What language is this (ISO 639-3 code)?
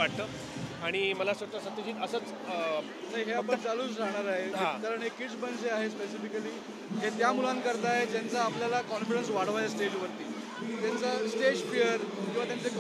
mar